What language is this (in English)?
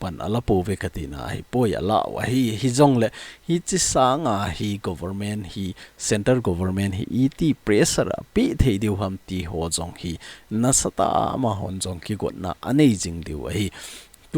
Thado Chin